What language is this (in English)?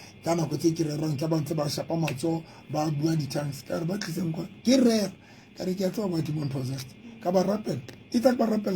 Southern Sotho